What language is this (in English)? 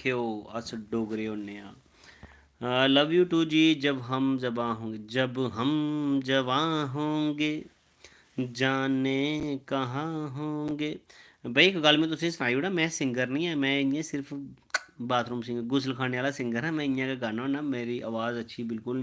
Dogri